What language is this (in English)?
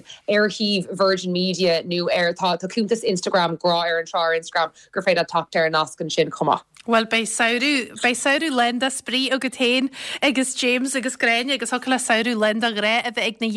Irish